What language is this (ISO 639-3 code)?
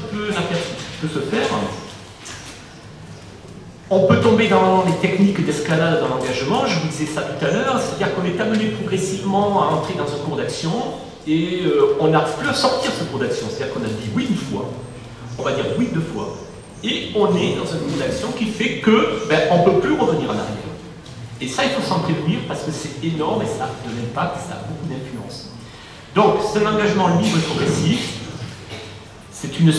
fra